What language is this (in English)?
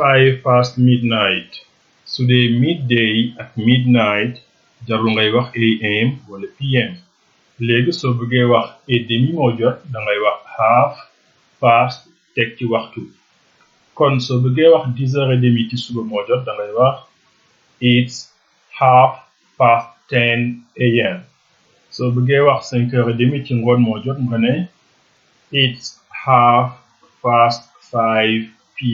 Wolof